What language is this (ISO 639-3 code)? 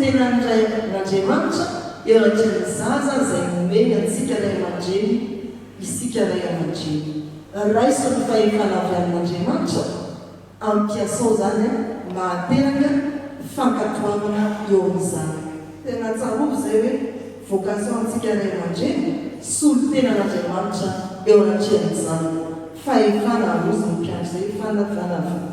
mlg